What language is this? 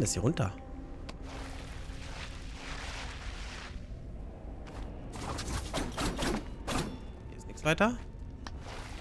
German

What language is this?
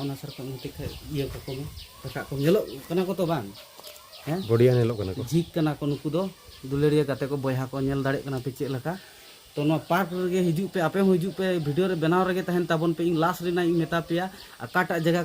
Santali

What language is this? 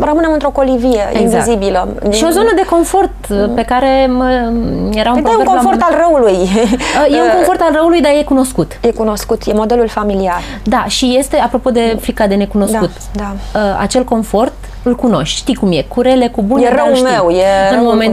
Romanian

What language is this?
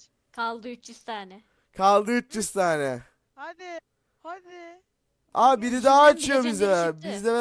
Turkish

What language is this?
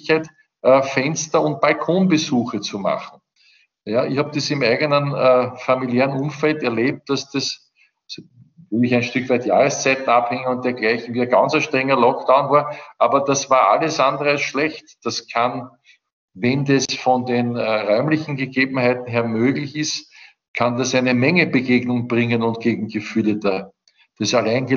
German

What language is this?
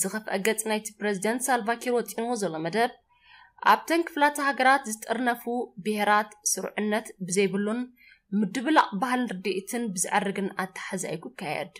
Tigrinya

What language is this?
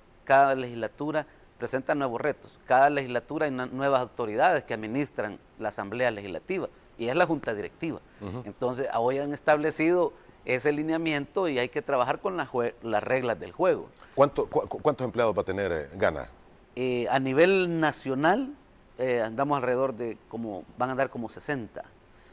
Spanish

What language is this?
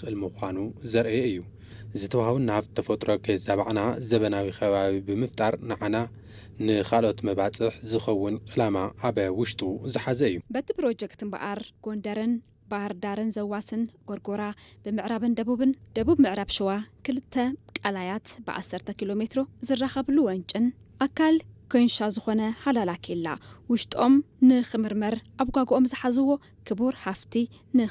Tigrinya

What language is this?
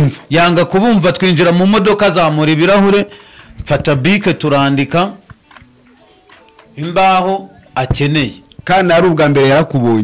Kinyarwanda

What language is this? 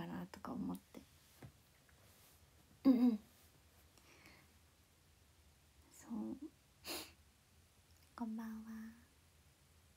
Japanese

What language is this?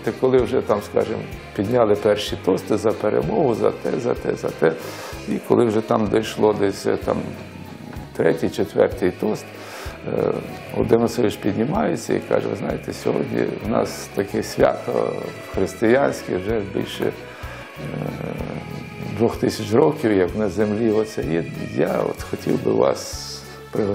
Ukrainian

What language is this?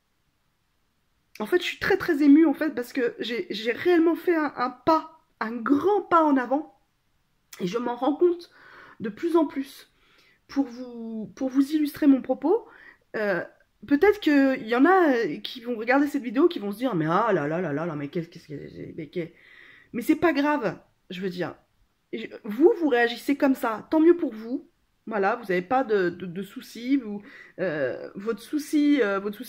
French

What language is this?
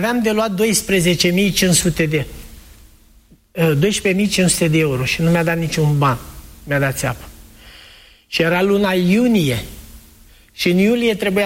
Romanian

